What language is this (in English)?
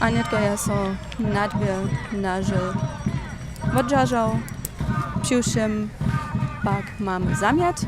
Upper Sorbian